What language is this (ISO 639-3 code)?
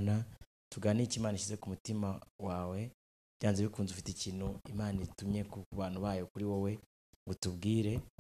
kin